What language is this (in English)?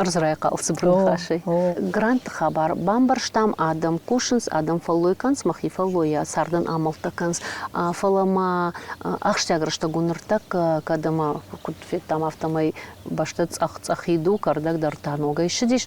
Ossetic